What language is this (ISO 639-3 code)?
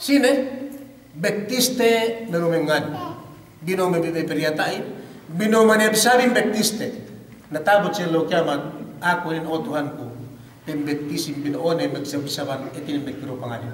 yka